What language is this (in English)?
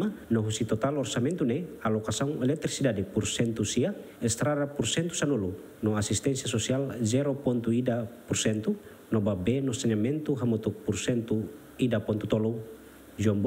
Tetum